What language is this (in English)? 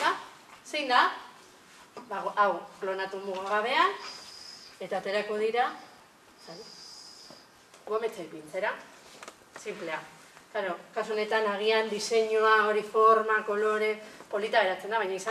Basque